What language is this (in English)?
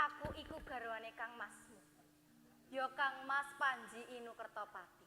Javanese